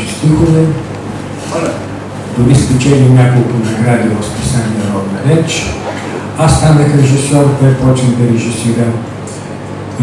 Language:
Bulgarian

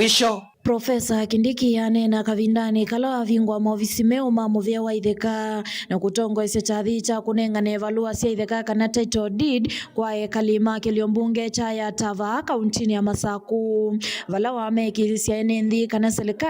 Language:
Kamba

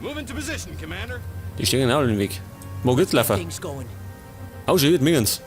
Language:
Bavarian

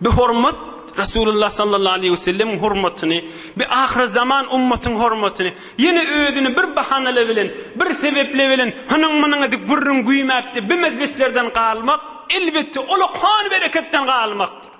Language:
Turkmen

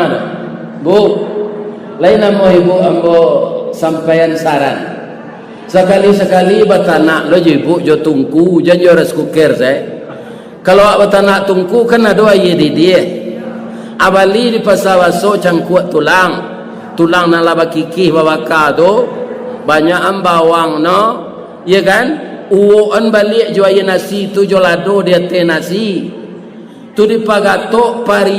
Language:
Minangkabau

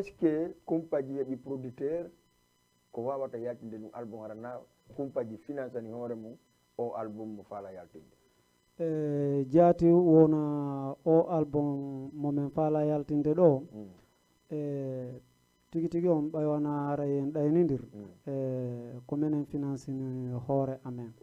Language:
Fula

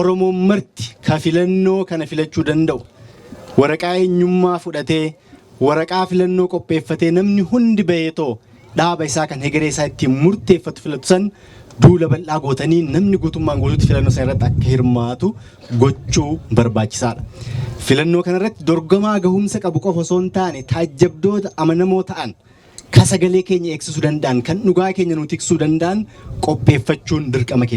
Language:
Oromo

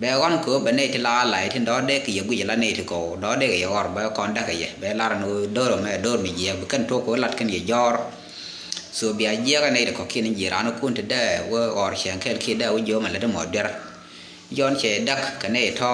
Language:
Nuer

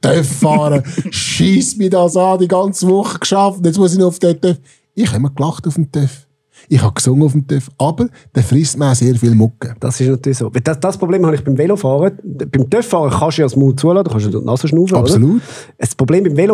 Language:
Swiss German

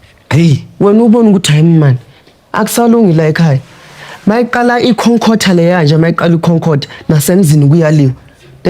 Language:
Zulu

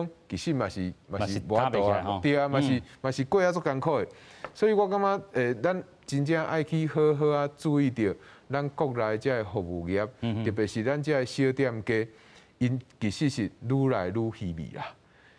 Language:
Min Nan Chinese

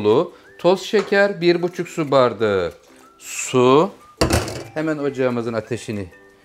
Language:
Turkish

